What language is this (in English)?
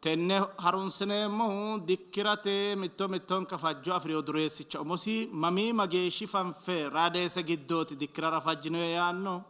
Sidamo